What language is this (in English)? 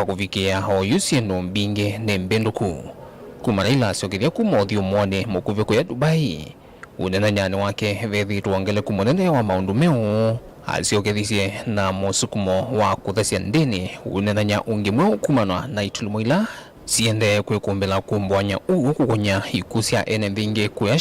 Kamba